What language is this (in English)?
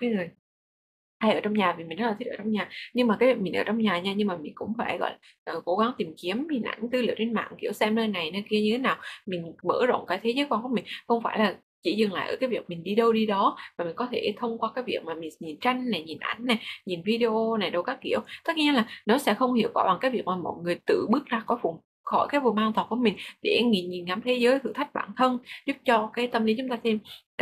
Vietnamese